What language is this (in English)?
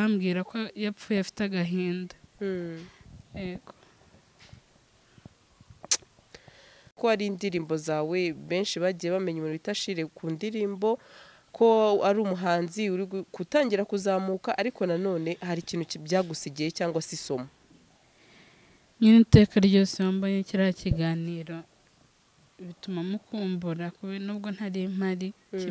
Kinyarwanda